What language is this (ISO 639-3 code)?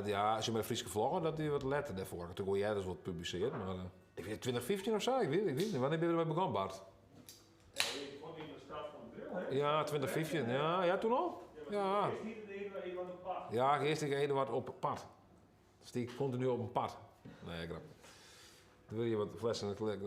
fry